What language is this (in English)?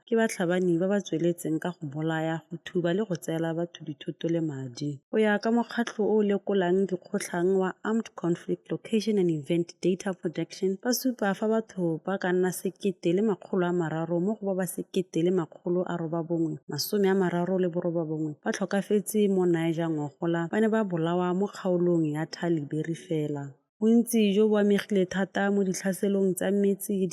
Tswana